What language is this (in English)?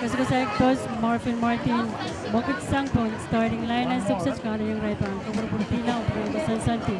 Pohnpeian